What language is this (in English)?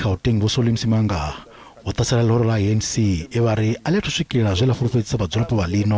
Venda